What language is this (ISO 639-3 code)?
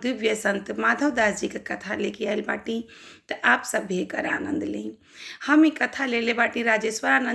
bho